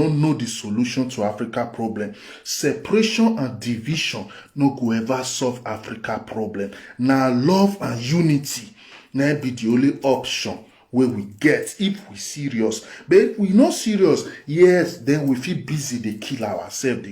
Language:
Nigerian Pidgin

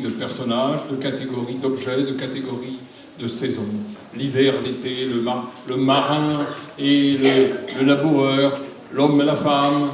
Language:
Breton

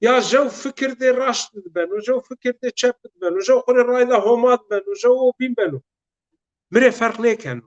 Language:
Zaza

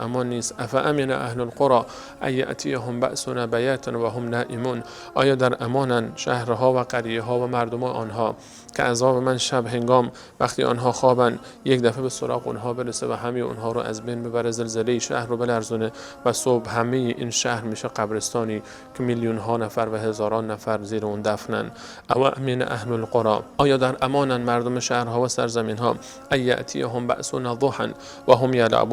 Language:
Persian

